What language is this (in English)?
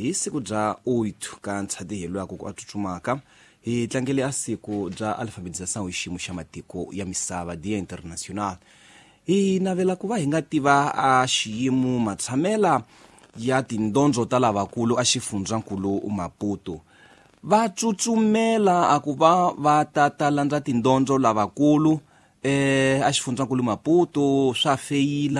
Tsonga